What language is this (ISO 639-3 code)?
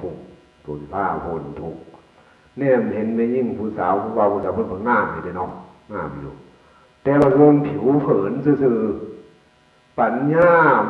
tts